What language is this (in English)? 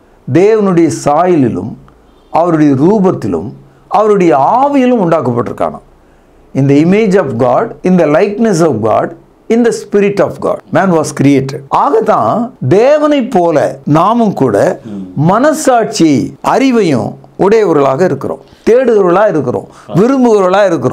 Tamil